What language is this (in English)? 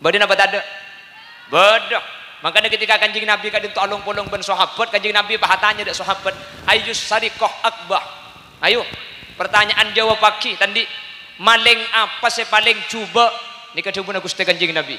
Madurese